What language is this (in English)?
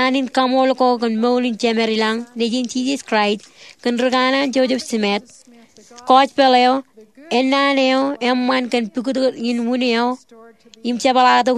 Marshallese